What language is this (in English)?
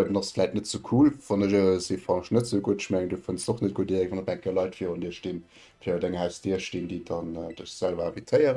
Luxembourgish